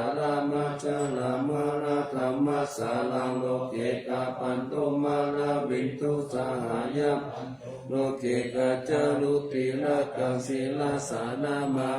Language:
Pali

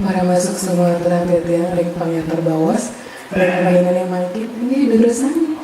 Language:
Balinese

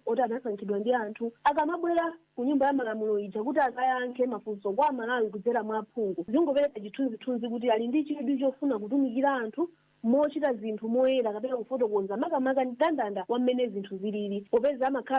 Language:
Nyanja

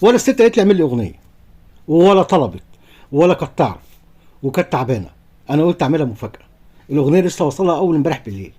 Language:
Egyptian Arabic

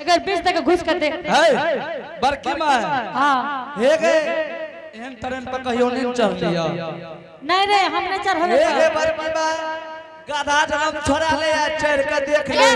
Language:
Angika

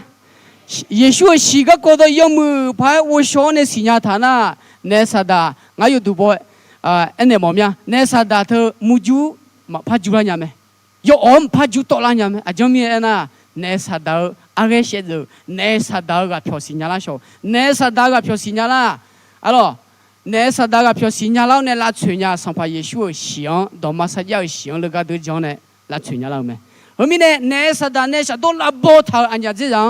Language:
Akha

